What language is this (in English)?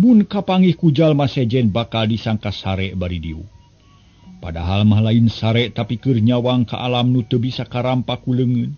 Sundanese